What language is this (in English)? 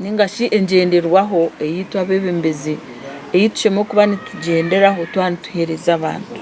Nyankole